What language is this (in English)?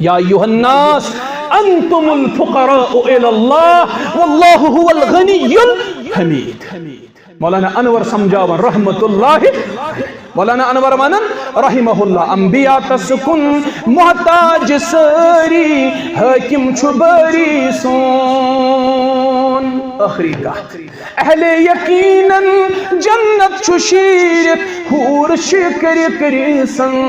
Kashmiri